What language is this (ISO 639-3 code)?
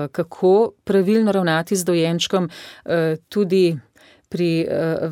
slv